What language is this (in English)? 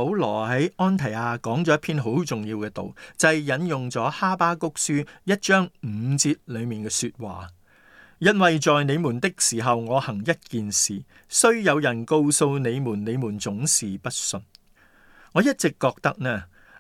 Cantonese